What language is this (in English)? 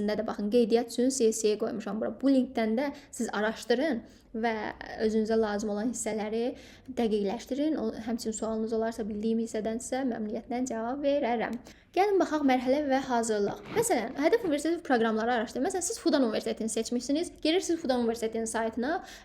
Azerbaijani